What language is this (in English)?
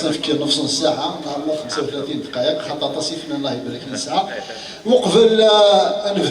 Kabyle